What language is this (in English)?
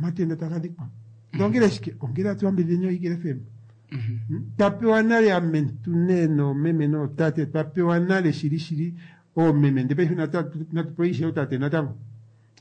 Kuanyama